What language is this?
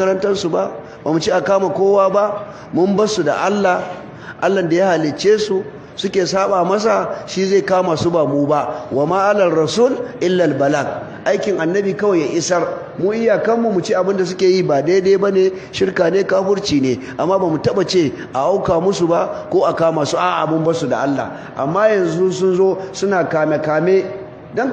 Hausa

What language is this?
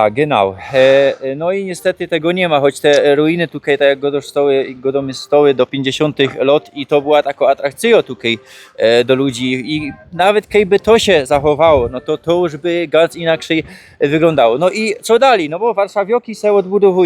Silesian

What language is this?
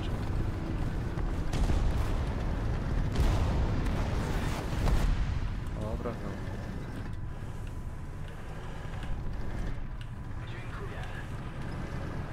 Polish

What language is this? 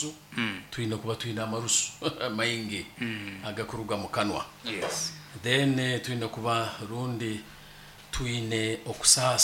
Nyankole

